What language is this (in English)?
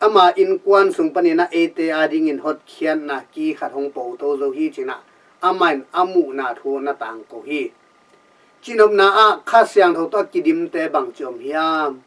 Tedim Chin